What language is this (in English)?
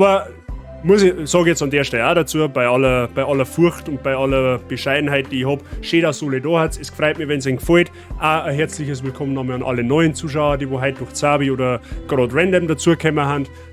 Bavarian